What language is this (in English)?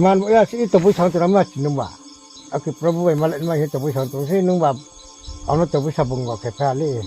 Riang (India)